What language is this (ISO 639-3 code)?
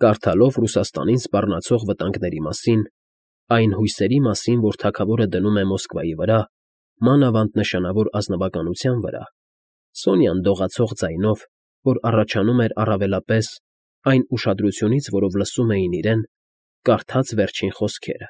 hye